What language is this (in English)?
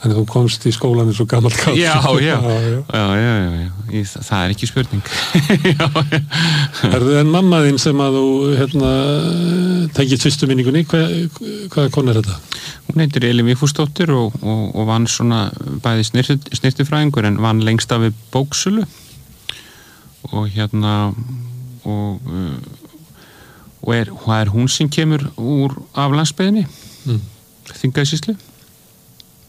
Icelandic